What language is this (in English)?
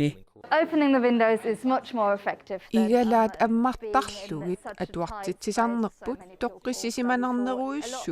Kalaallisut